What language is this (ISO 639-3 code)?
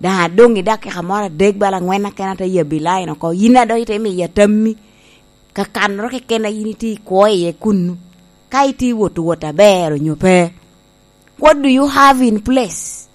laj